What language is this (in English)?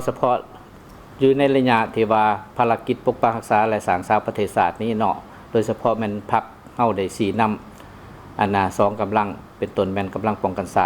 Lao